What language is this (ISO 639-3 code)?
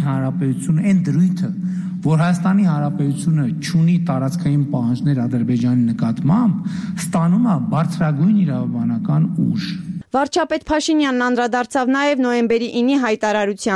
hye